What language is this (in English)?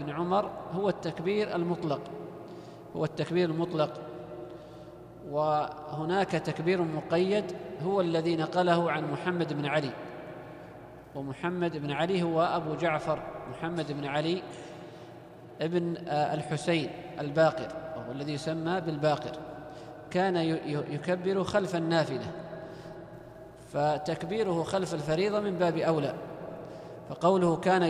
Arabic